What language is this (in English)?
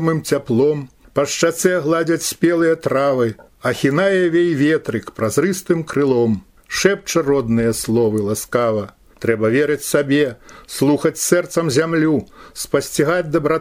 Belarusian